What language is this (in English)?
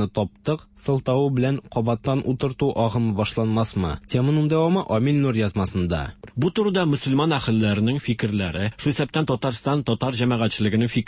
Tatar